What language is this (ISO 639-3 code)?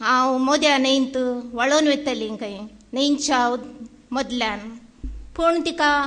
kok